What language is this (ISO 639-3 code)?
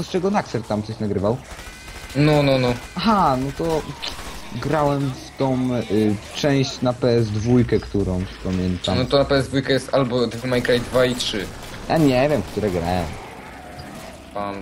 pol